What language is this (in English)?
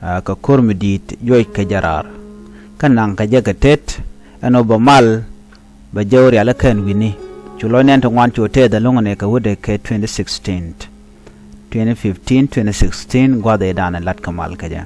Nuer